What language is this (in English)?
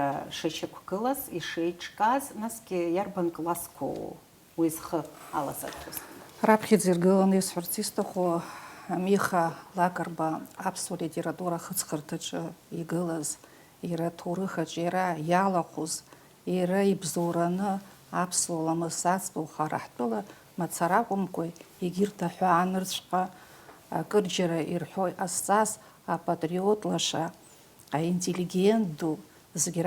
Abkhazian